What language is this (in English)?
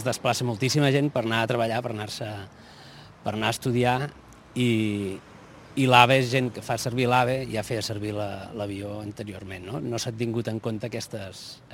Catalan